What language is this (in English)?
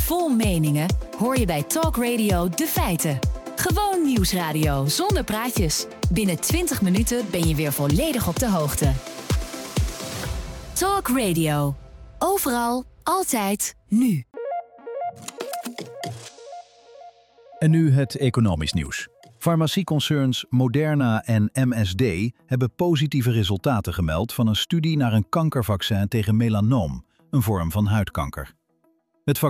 Dutch